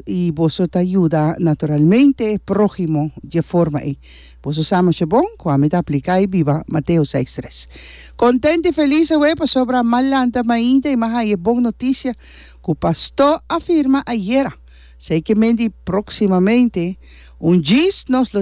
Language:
Papiamento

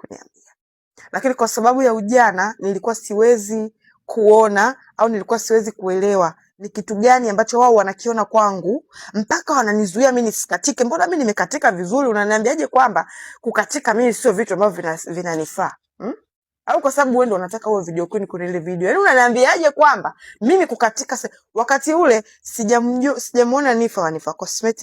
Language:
Swahili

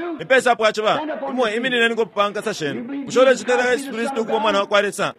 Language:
Bemba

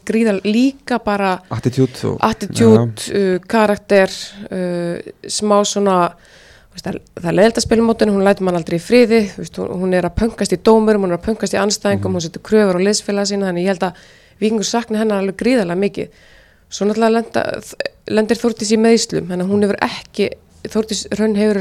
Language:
Icelandic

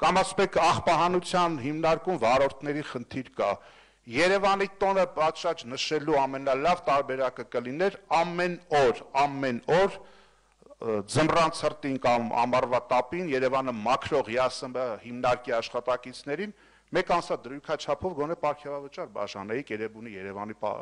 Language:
Armenian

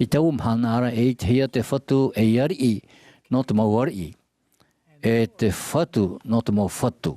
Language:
Tahitian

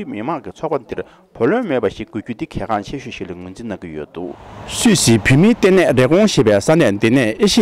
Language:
Tibetan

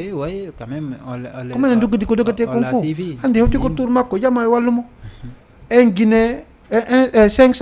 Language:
Fula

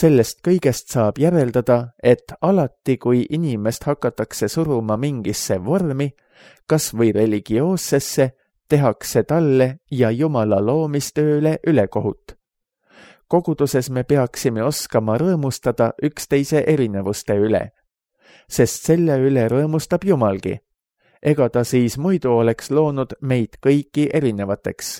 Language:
Estonian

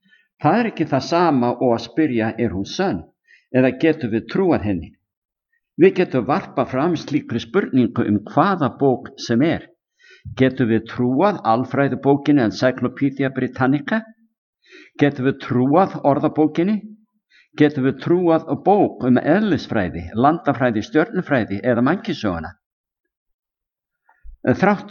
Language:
Icelandic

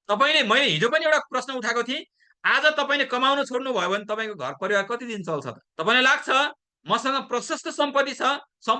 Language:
Nepali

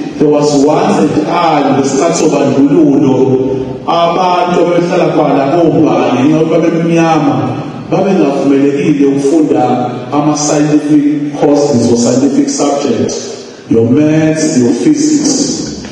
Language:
Zulu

